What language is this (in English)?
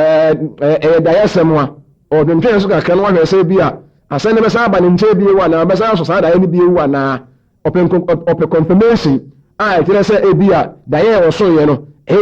Akan